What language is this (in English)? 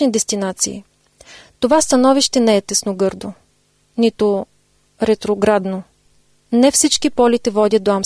Bulgarian